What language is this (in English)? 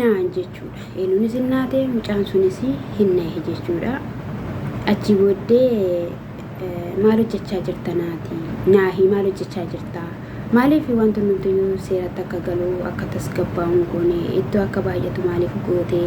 Oromo